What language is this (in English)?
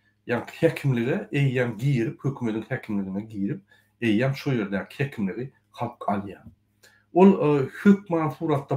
Turkmen